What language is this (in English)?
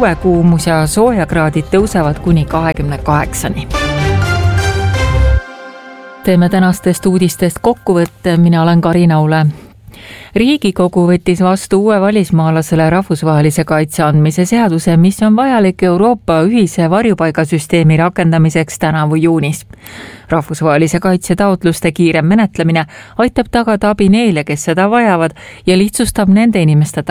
Estonian